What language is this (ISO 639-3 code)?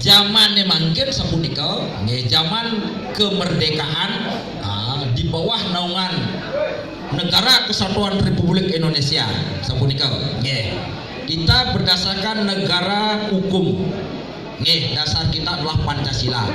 ban